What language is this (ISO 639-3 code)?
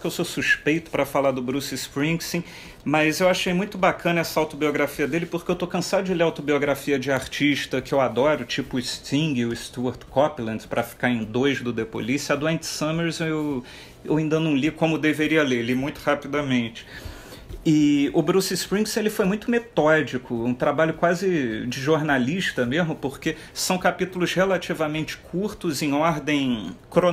por